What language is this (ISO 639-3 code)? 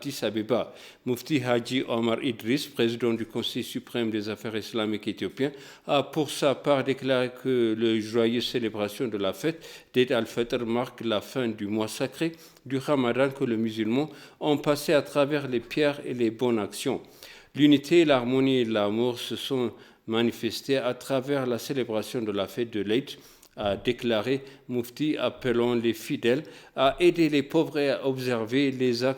fra